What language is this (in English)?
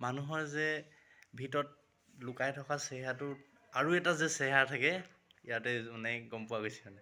Assamese